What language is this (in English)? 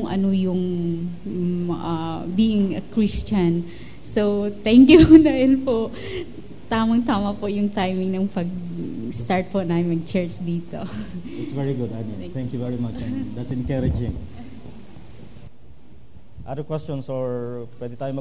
Filipino